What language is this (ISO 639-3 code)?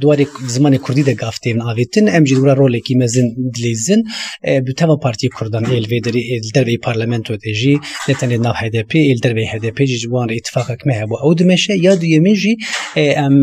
kur